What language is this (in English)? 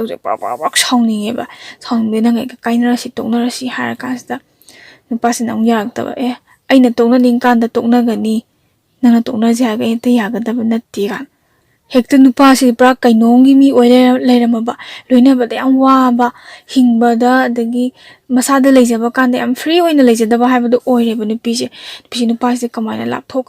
Manipuri